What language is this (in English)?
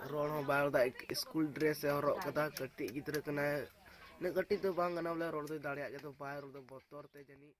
Santali